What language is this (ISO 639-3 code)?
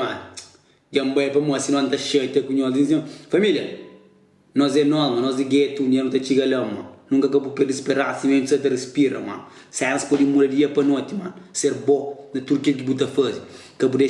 kea